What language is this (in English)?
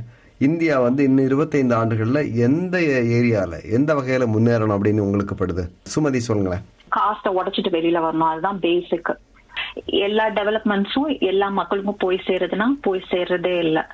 Tamil